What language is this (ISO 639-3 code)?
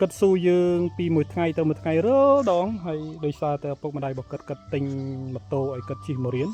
khm